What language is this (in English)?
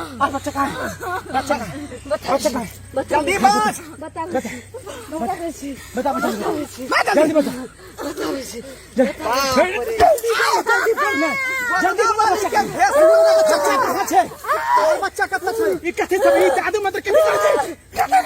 Maithili